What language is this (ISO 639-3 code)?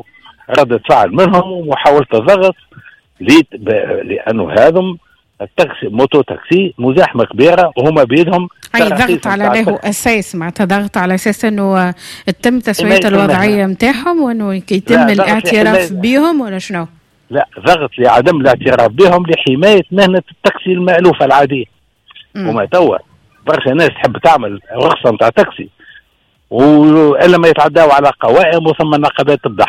aeb